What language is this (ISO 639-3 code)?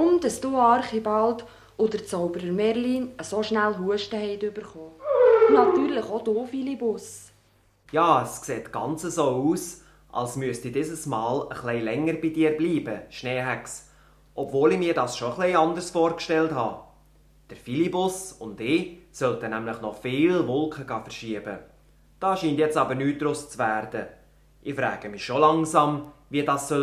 gsw